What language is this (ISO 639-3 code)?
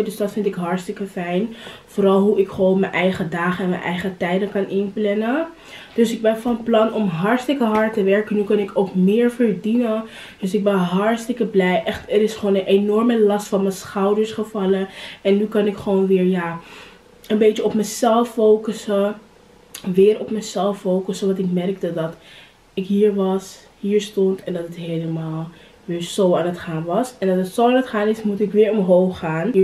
nld